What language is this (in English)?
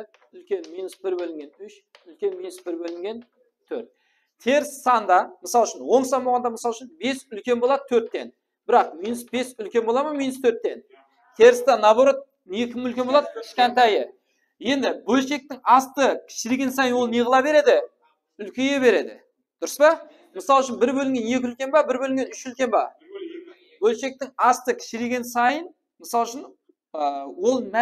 Kara-Kalpak